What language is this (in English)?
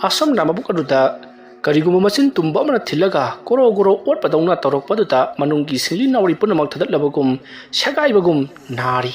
Manipuri